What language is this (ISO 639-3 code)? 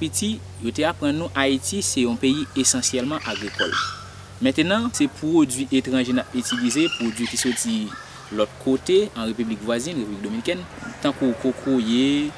hat